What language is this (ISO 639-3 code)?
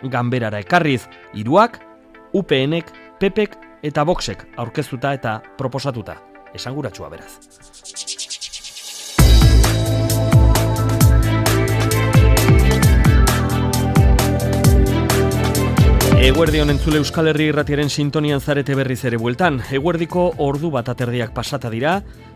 eus